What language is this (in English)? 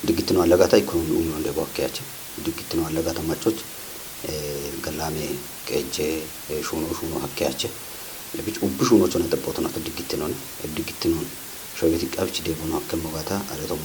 Kafa